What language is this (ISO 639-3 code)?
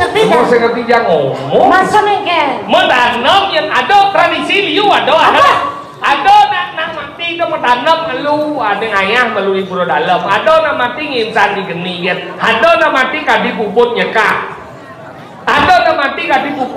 ban